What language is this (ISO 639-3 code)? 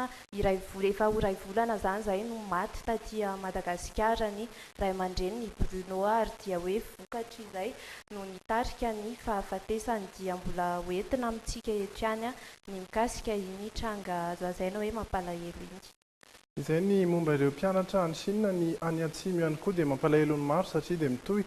mlg